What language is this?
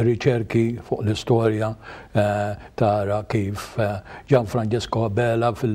Maltese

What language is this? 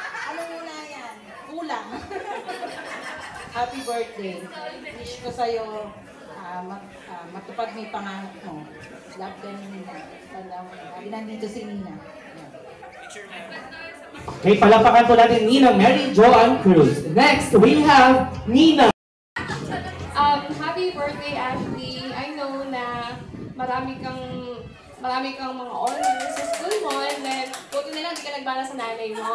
Filipino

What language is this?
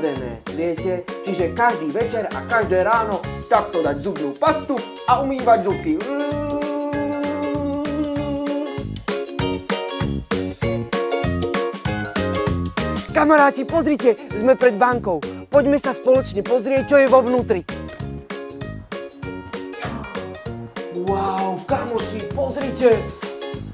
Slovak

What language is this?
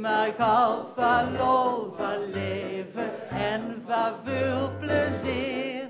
Limburgish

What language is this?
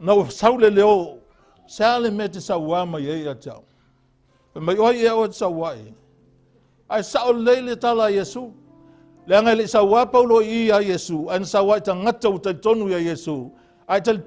Samoan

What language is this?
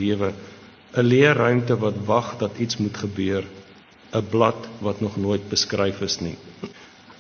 Afrikaans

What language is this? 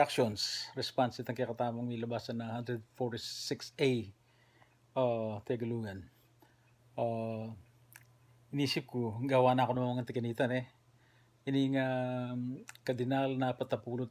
Pampanga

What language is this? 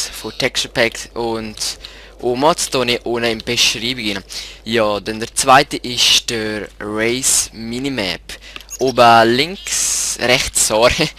Swiss German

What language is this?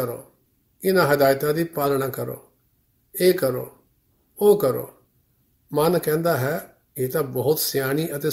Punjabi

